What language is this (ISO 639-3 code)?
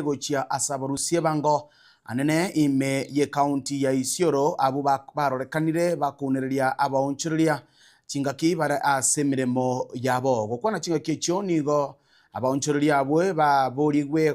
guz